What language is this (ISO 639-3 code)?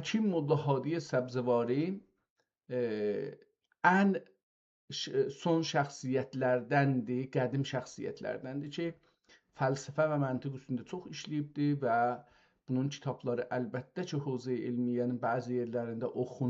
azb